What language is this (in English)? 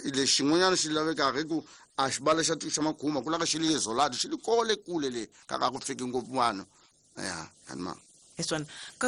Tsonga